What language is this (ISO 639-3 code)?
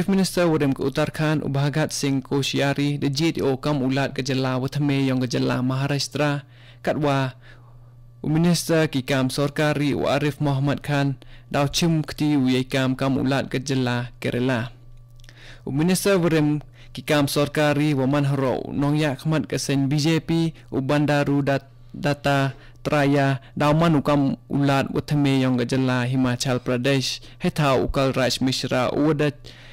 kha